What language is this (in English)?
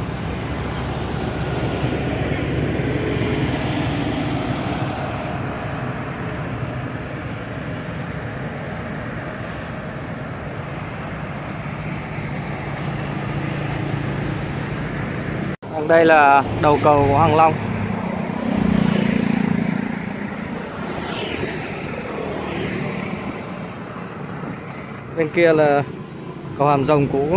Vietnamese